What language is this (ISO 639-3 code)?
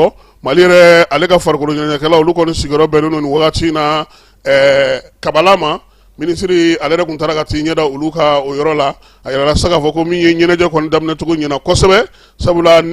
bam